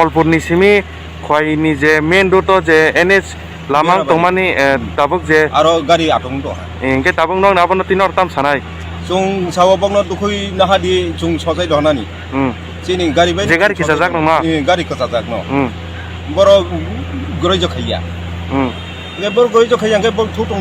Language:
Kok Borok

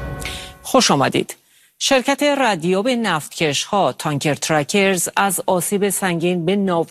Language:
Persian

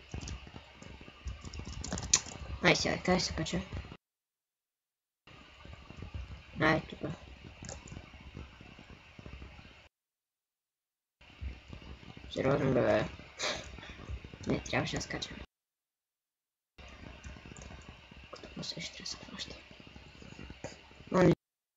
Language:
Bulgarian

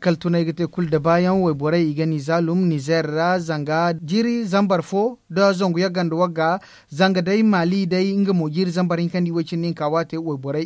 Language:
Zarma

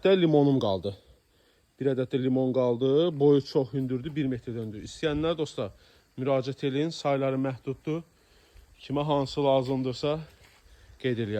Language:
Azerbaijani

